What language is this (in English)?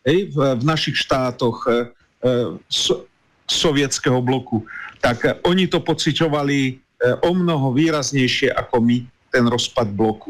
Slovak